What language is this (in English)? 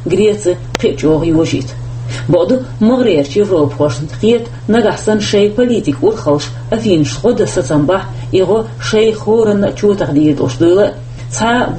Chechen